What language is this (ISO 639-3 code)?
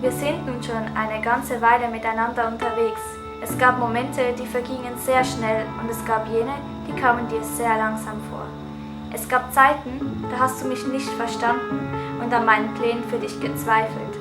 gsw